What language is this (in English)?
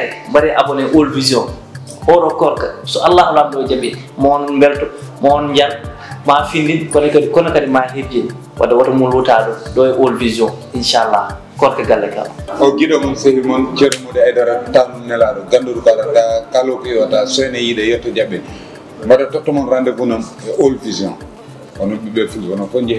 Fula